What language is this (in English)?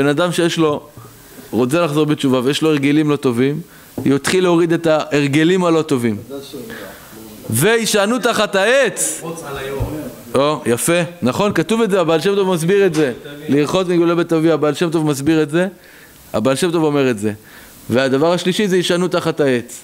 Hebrew